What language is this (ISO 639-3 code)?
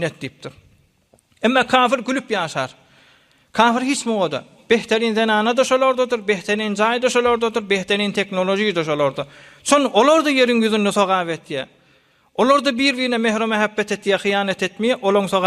tuk